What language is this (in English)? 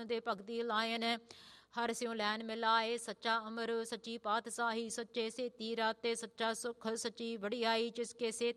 Punjabi